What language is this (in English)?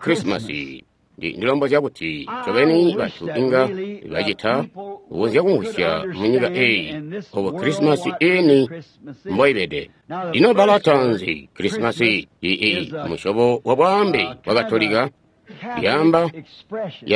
Tonga (Zambia)